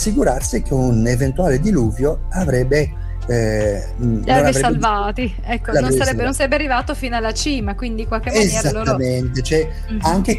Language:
Italian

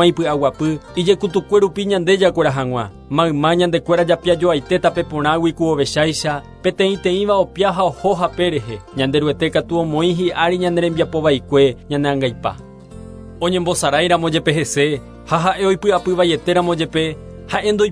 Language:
Guarani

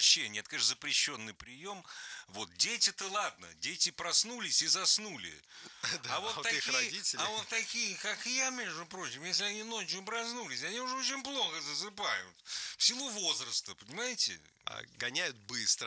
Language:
Russian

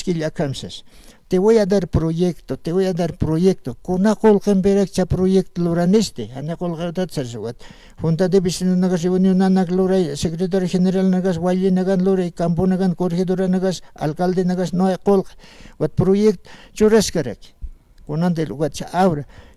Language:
Aymara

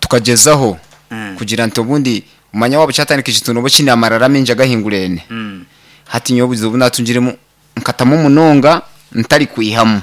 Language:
Nyankole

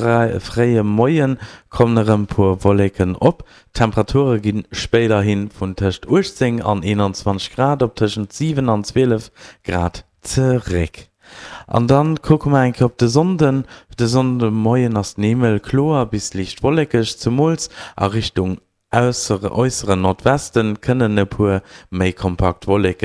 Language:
Luxembourgish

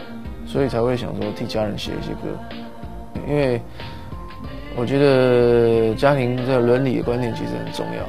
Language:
Chinese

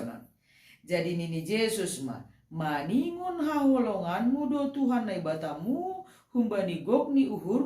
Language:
Batak Simalungun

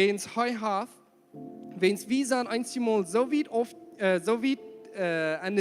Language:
Plautdietsch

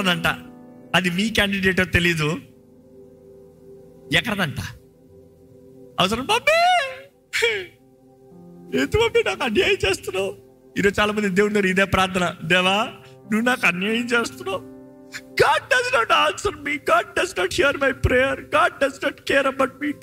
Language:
Telugu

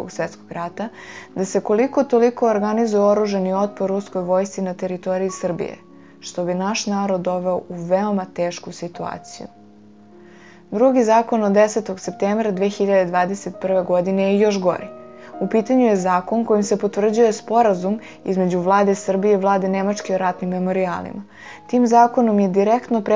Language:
Serbian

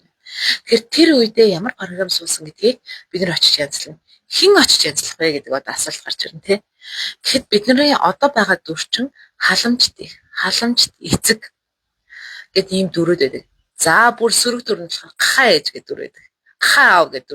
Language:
Mongolian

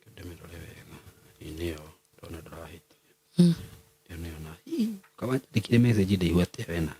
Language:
Kikuyu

